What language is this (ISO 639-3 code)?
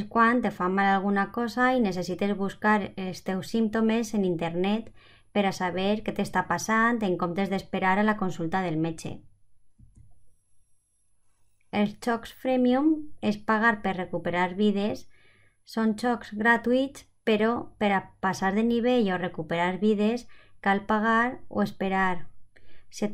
cat